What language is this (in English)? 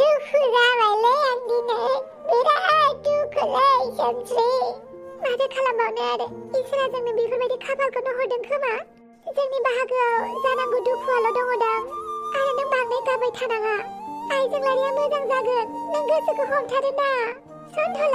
Bodo